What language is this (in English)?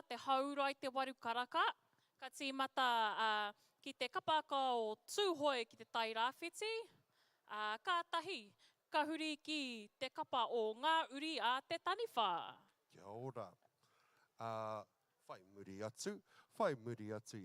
Māori